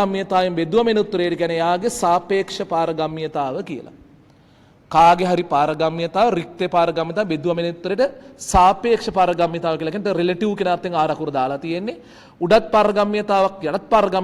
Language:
Sinhala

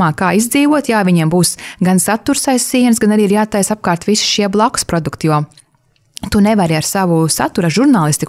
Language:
Latvian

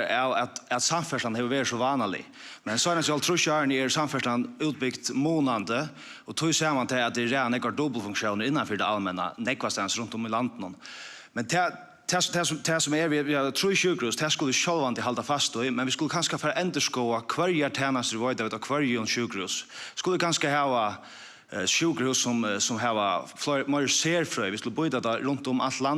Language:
Faroese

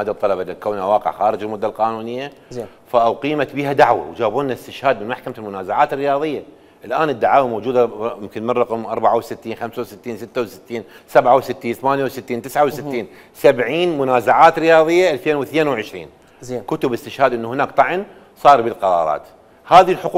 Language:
Mesopotamian Arabic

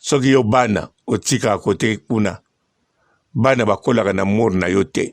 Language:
Lingala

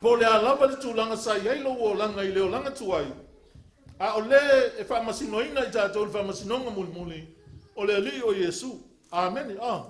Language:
Samoan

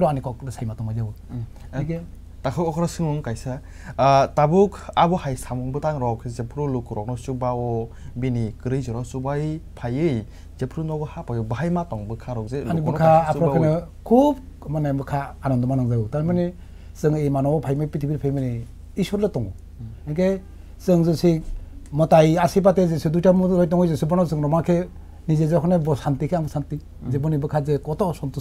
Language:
Kok Borok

